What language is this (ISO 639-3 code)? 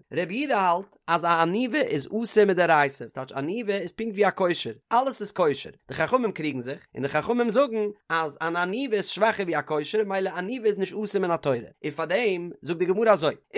yid